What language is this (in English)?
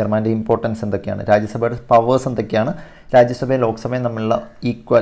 Malayalam